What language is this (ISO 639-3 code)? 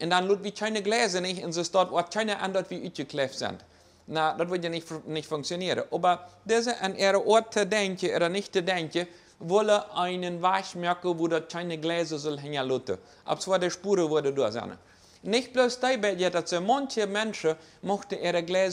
pdt